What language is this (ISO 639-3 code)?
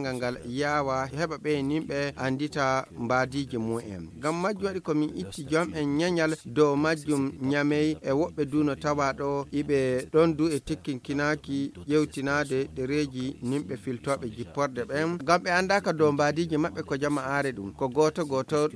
ful